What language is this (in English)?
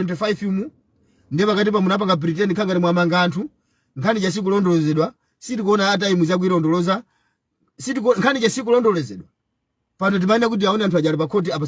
Nyanja